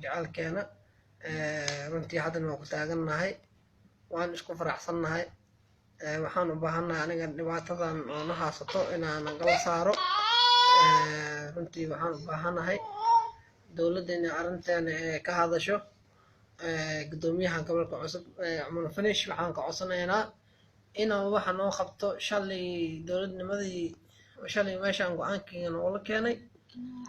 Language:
Somali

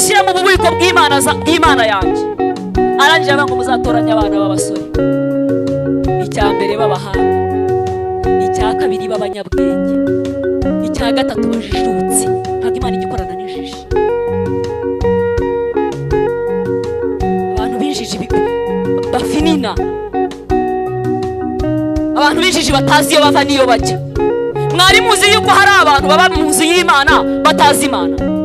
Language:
Kinyarwanda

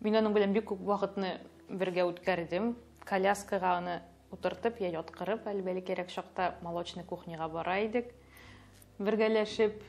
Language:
Tatar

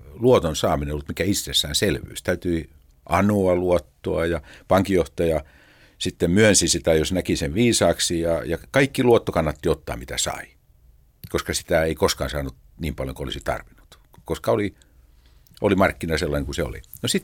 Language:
Finnish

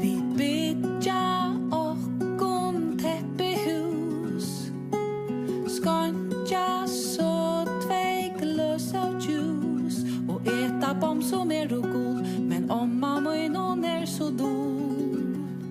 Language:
Faroese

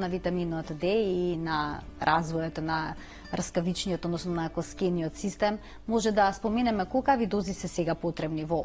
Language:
Macedonian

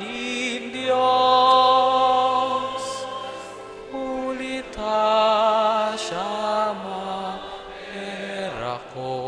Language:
Bikol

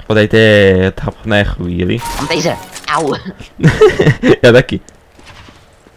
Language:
Czech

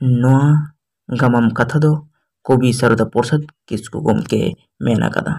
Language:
Santali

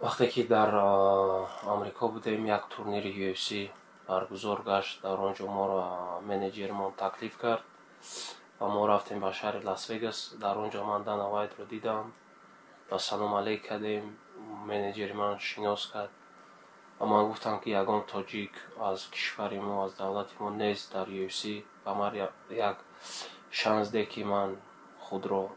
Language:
Tajik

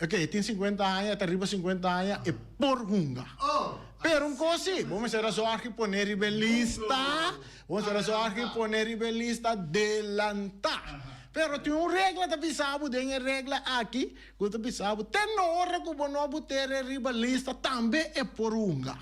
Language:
Papiamento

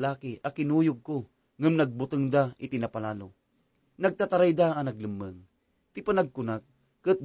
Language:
Iloko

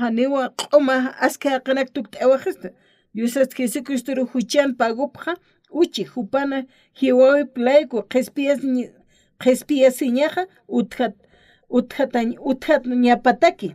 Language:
Aymara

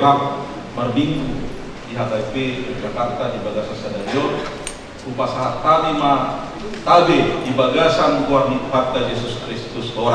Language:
Batak Toba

